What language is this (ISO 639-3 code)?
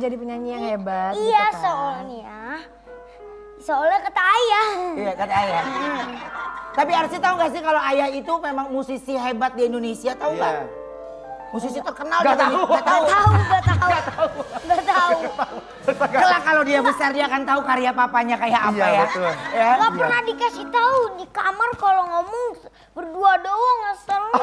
ind